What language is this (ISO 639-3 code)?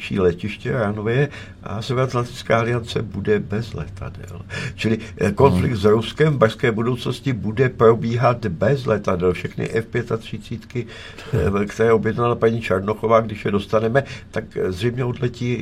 ces